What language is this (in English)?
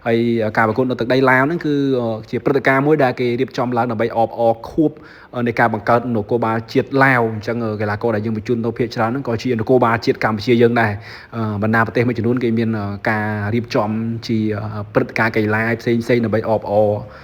Khmer